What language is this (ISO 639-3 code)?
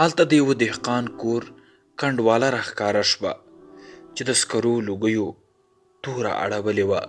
pus